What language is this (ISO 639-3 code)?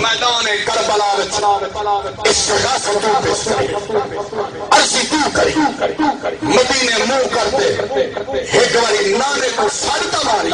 skr